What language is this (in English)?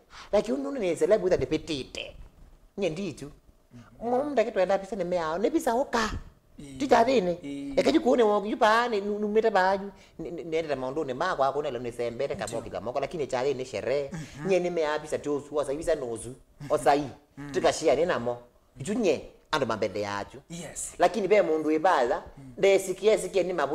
Kamba